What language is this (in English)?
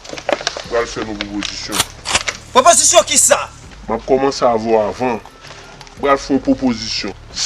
Haitian Creole